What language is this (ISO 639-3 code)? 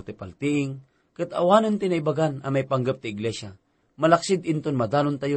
ilo